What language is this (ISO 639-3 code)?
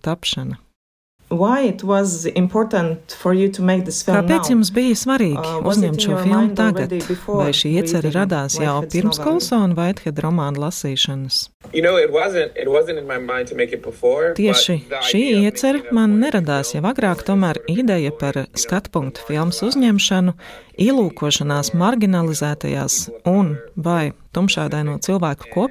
lav